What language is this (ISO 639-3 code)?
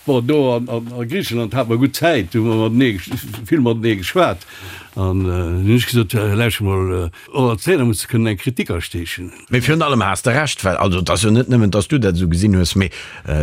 ltz